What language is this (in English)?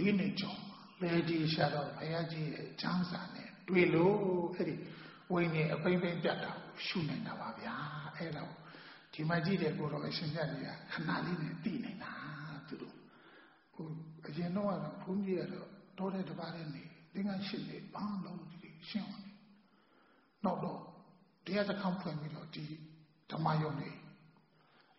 Burmese